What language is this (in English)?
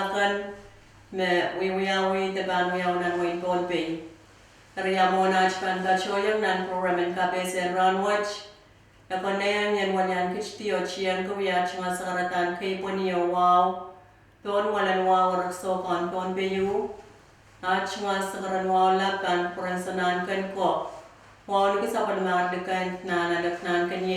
Pohnpeian